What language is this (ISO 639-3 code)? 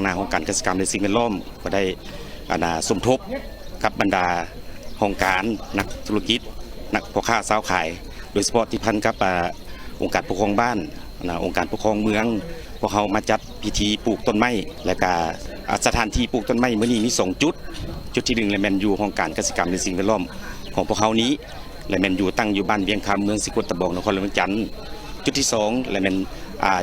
lao